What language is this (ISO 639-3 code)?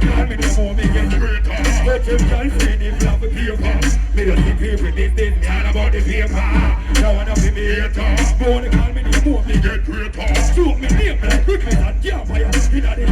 jam